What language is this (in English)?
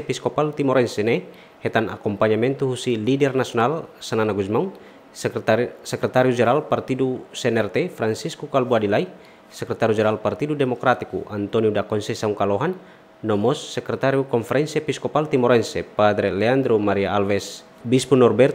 Tetum